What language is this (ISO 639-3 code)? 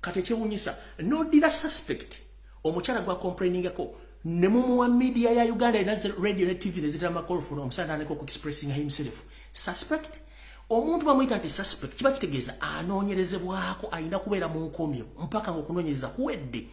lug